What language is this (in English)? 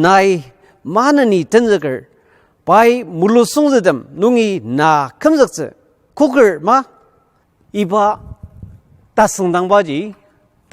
Ao Naga